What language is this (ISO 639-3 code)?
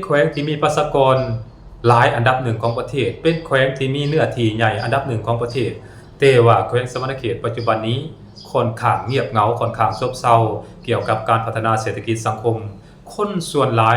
lao